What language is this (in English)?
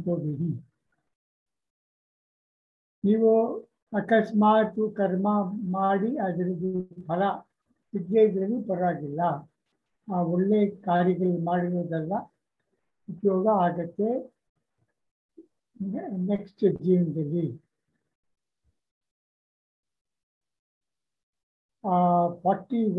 Kannada